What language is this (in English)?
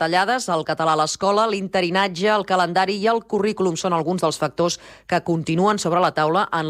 Catalan